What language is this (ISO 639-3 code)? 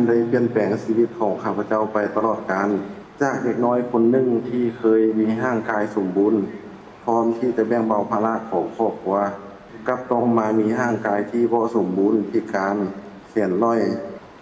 lao